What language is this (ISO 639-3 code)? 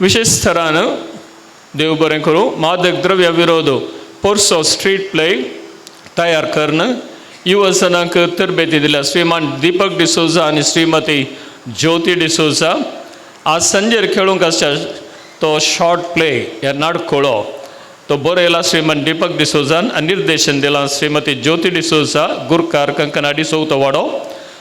kok